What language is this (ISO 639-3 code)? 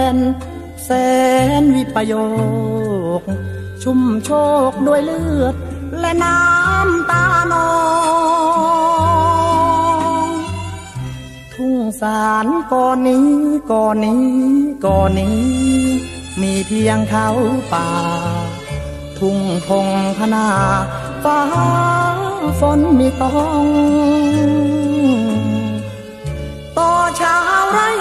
tha